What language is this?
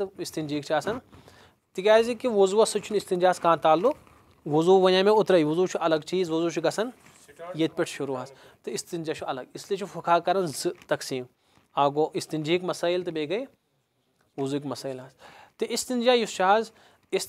Kashmiri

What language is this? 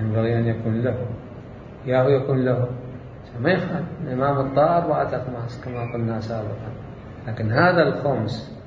Mesopotamian Arabic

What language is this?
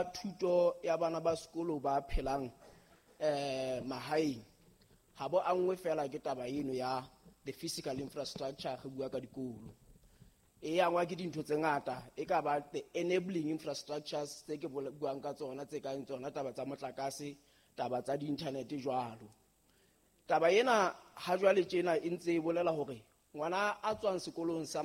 Southern Sotho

